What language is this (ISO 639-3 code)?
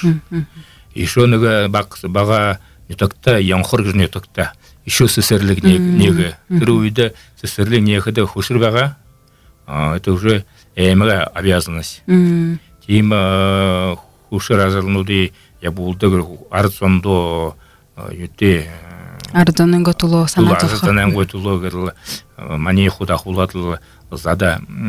bua